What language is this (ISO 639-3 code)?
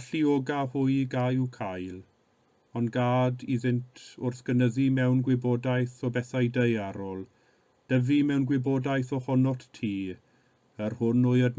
cym